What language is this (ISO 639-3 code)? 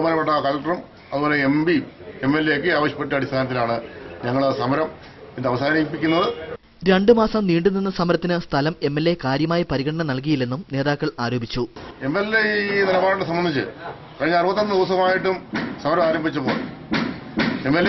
mal